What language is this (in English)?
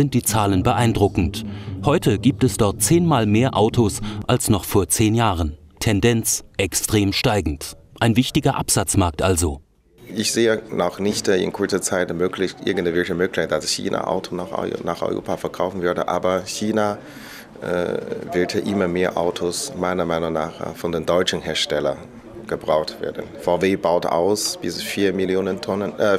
German